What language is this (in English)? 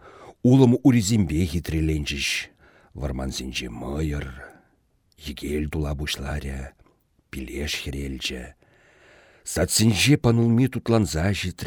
Chuvash